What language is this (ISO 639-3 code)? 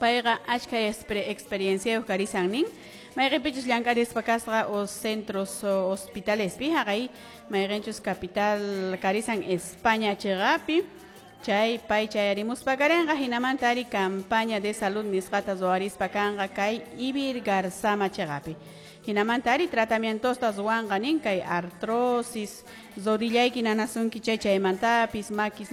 que